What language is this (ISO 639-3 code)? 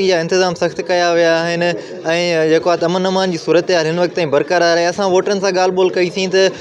snd